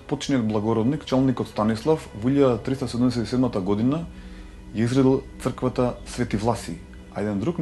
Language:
Macedonian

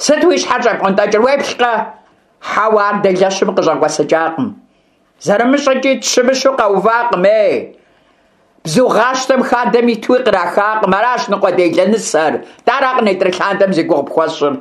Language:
Kabardian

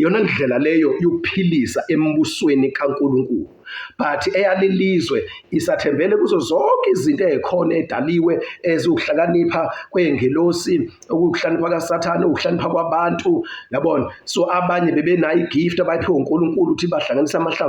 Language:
Zulu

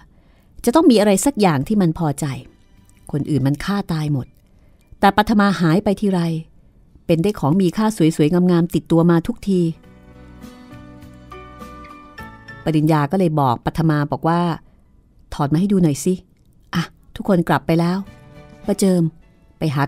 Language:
Thai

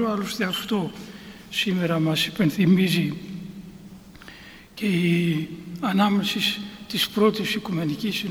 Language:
Greek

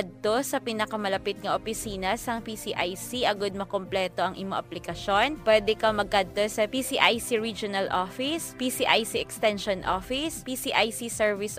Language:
Hiligaynon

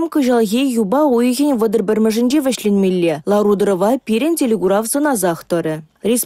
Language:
Chuvash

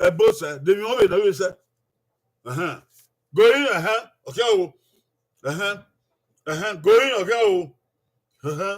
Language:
Bini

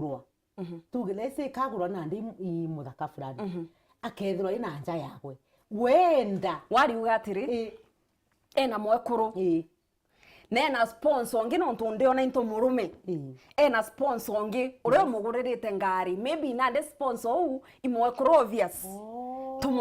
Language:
Meru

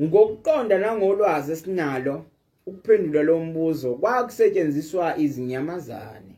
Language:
Zulu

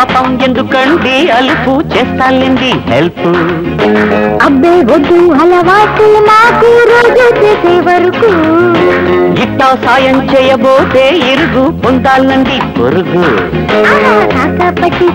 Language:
Telugu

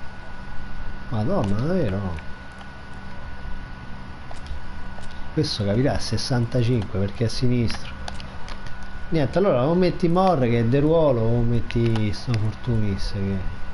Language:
Italian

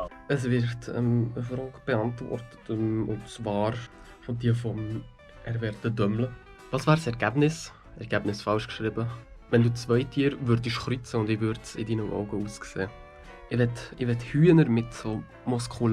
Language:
Swiss German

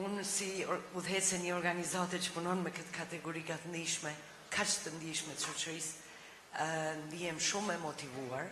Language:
Albanian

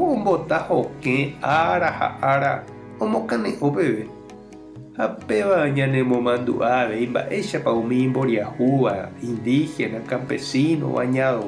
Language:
Guarani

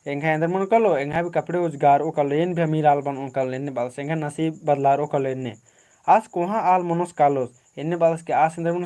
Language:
Kurukh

